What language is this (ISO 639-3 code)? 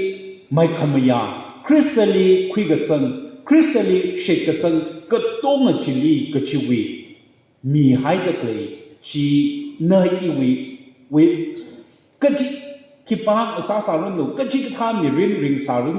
nmf